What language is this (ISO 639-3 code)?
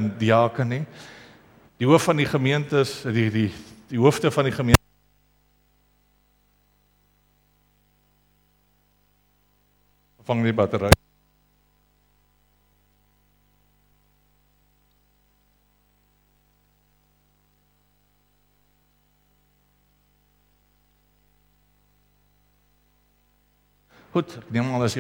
afr